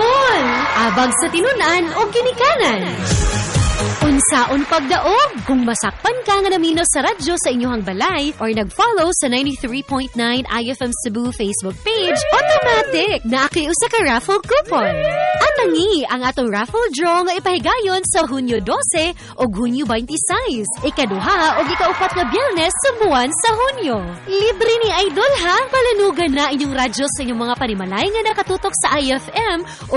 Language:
Cebuano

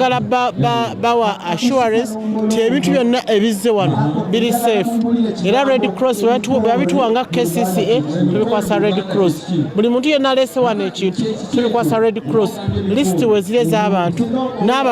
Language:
Ganda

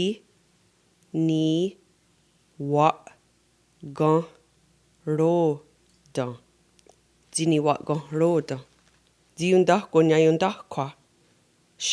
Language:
Mohawk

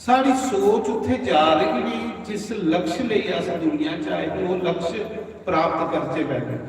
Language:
Dogri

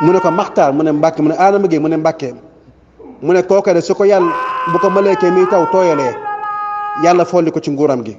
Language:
Wolof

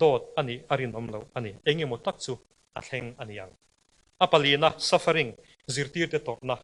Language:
Mizo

